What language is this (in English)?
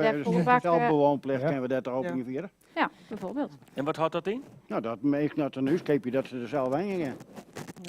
Western Frisian